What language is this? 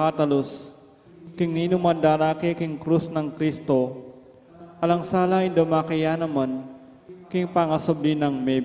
Pampanga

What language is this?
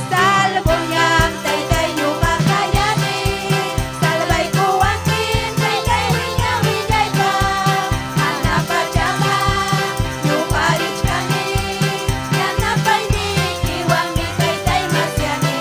Ayacucho Quechua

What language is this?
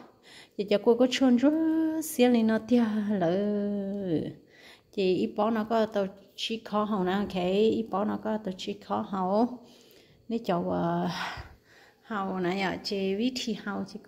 Hmong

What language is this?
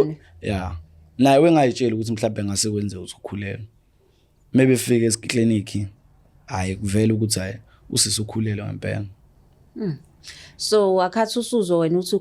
Zulu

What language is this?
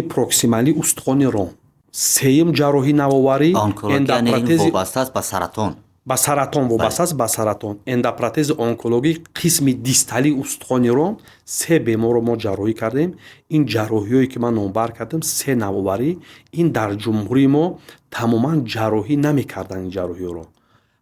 Tajik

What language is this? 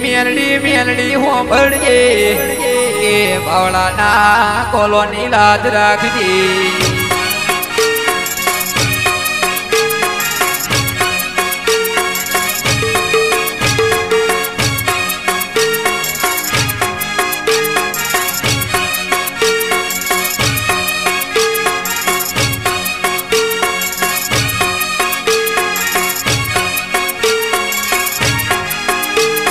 Gujarati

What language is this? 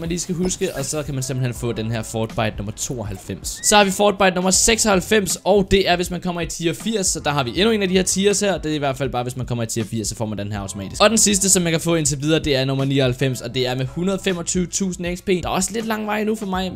Danish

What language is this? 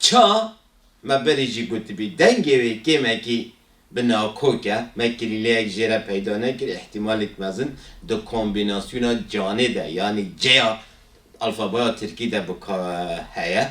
Kurdish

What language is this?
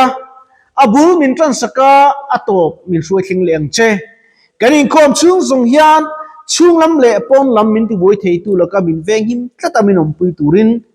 Mizo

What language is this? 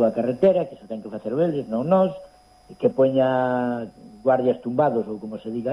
Galician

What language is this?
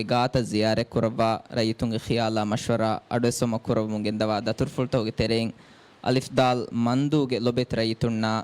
Divehi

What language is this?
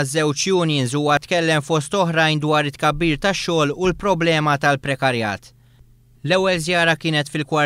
Maltese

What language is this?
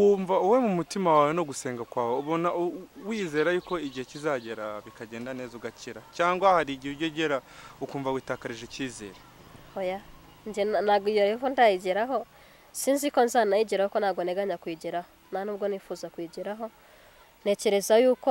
Kinyarwanda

